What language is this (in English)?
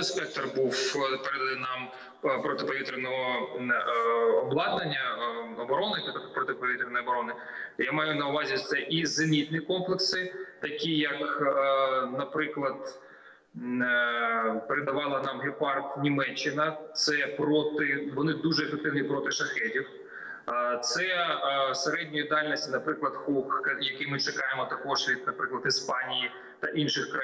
Ukrainian